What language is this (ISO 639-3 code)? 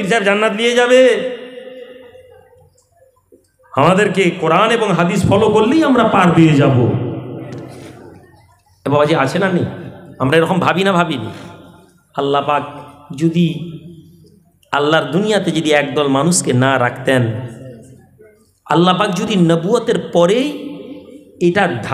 ben